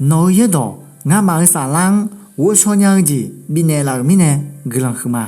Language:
Akha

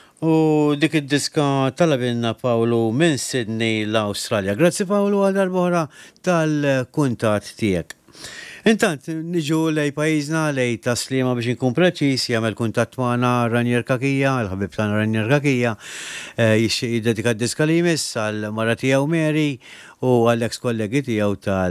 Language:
Maltese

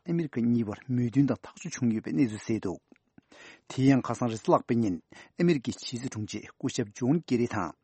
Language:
Tibetan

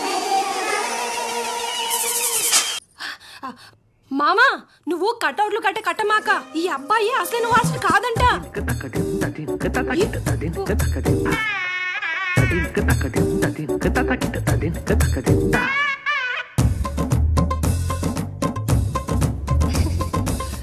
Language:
Telugu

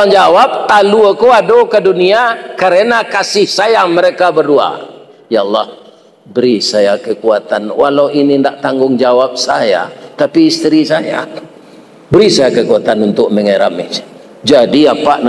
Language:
Minangkabau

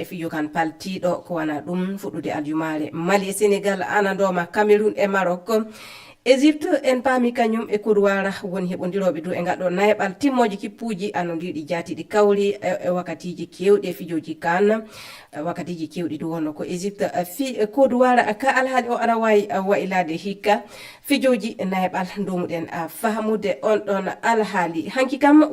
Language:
Fula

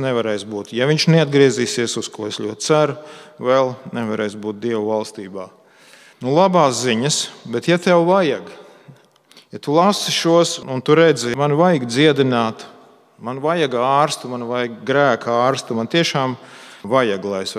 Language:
Latvian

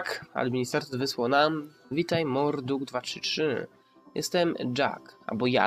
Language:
Polish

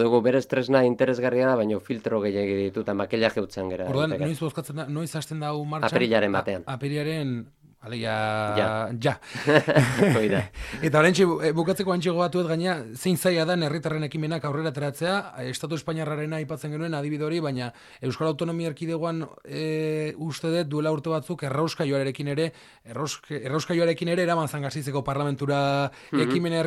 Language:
Basque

